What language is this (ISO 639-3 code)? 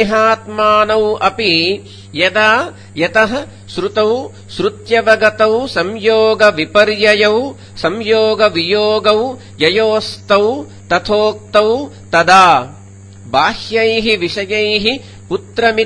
san